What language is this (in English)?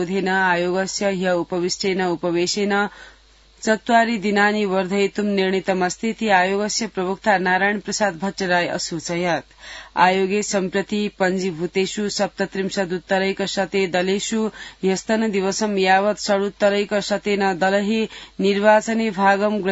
Sanskrit